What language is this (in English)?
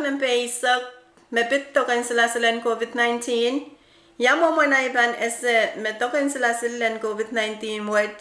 Pohnpeian